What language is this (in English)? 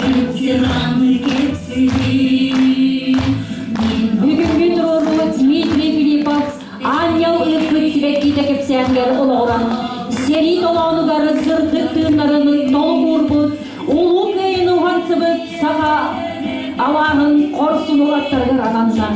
Yakut